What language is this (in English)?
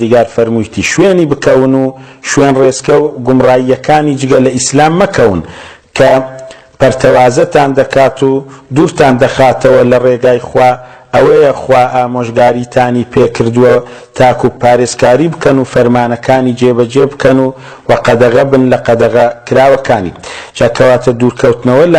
Central Kurdish